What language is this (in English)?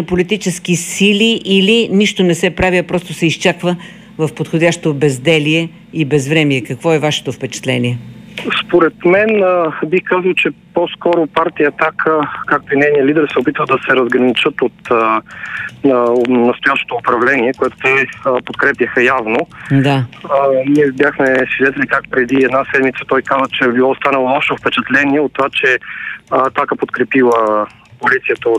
Bulgarian